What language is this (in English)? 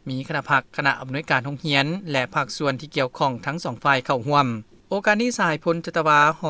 Lao